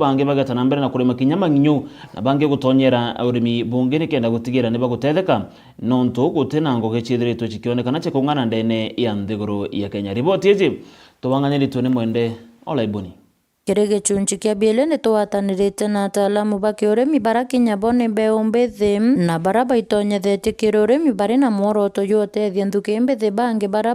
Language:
Meru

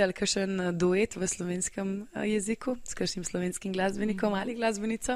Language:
Slovenian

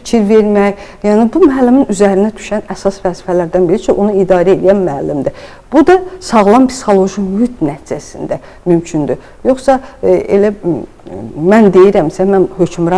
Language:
Azerbaijani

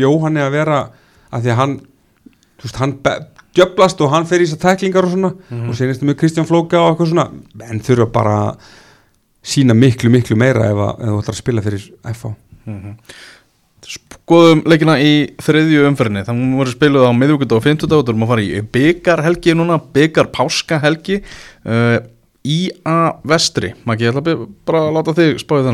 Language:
Icelandic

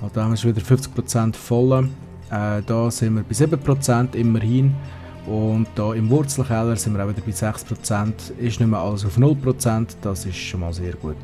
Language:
Swiss German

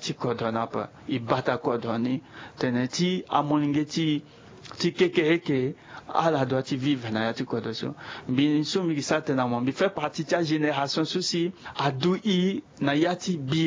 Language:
Sango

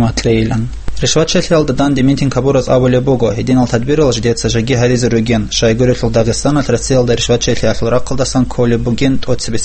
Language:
Avaric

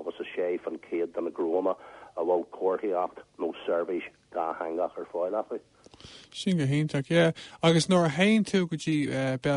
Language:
Irish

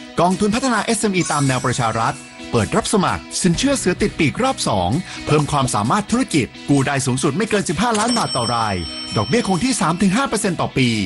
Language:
Thai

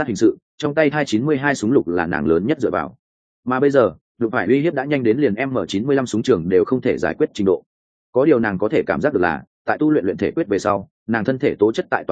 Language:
Vietnamese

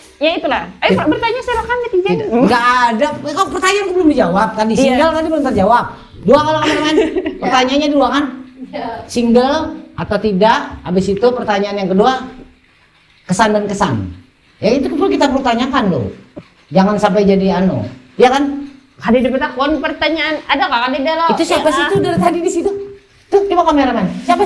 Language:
Banjar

